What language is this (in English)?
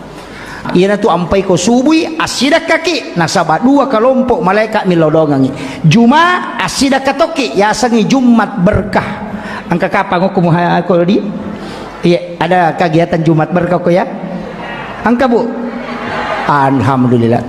Buginese